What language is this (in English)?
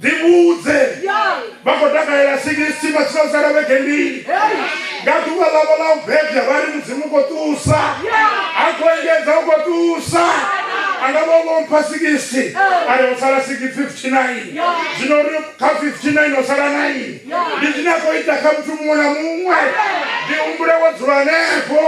Venda